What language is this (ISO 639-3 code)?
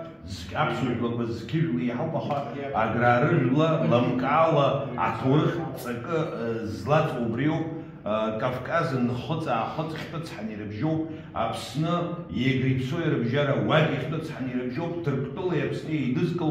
abk